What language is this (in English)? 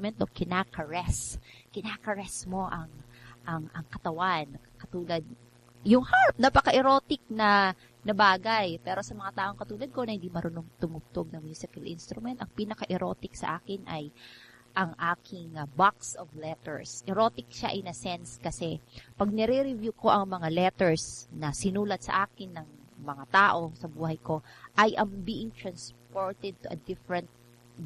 Filipino